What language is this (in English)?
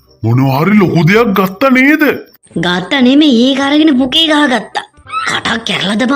Sinhala